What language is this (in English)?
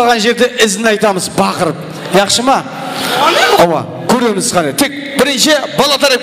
Kara-Kalpak